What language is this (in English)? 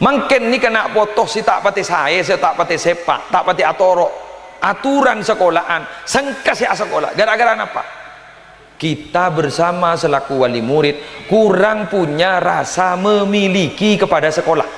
Madurese